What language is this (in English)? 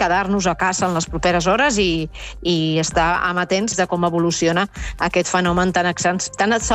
Catalan